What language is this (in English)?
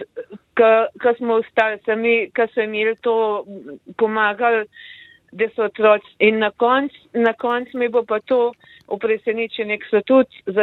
Slovenian